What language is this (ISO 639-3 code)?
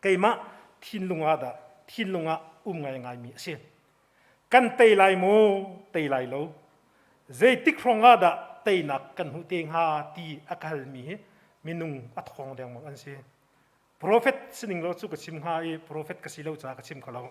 cnh